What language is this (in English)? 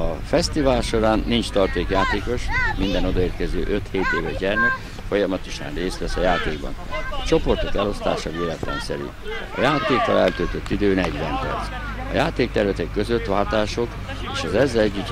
Hungarian